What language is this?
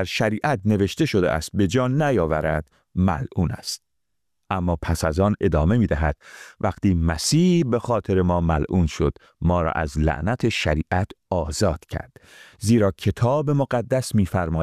Persian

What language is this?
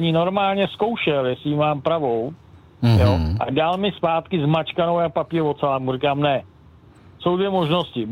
Czech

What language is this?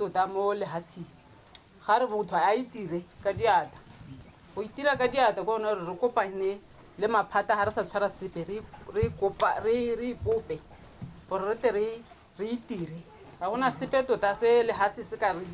Tswana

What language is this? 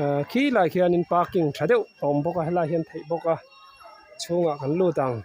Mizo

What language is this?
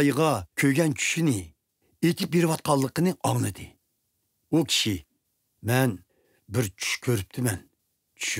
Uyghur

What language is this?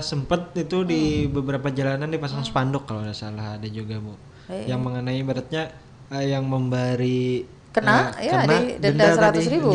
Banjar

